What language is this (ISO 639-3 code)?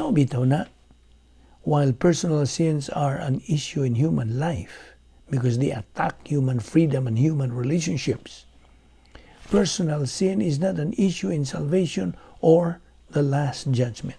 ceb